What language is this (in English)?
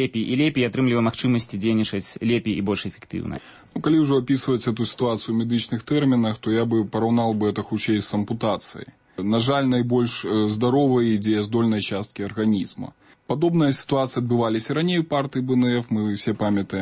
Belarusian